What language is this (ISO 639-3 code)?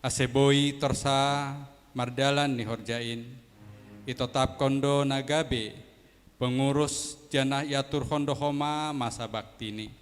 bts